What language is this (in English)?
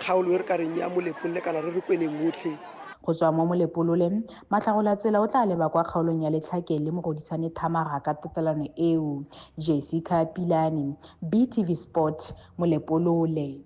Tswana